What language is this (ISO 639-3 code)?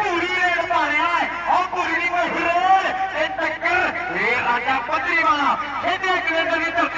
pan